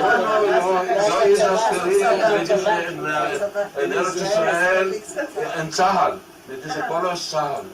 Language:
Ladino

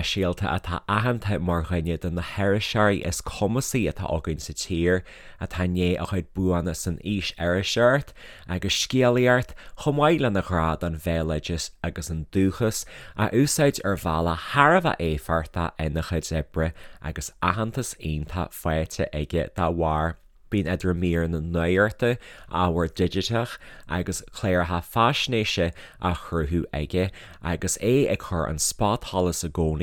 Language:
Irish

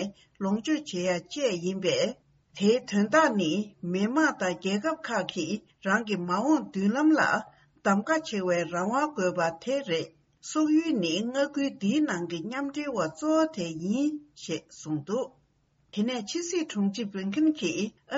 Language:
Tibetan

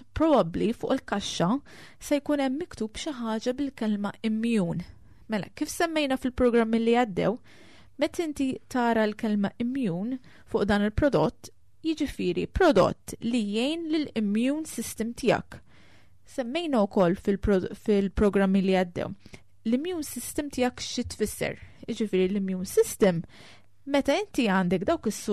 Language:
Maltese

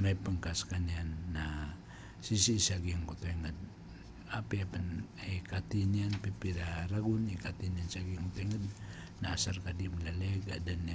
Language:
Maranao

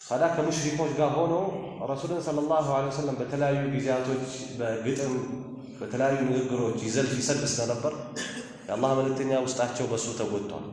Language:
Amharic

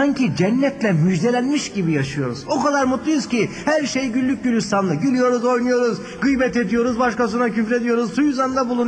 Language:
Turkish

